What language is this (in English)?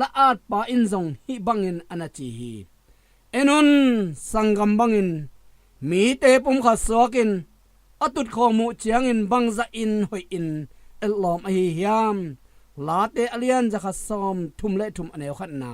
Tedim Chin